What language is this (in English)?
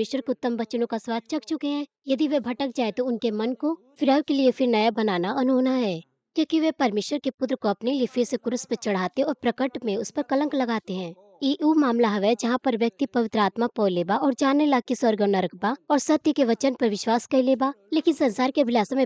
Bhojpuri